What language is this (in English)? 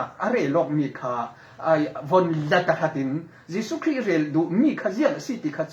Falam Chin